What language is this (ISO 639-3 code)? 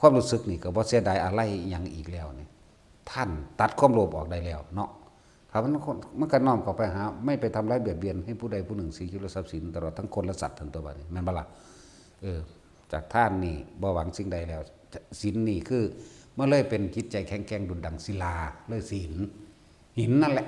tts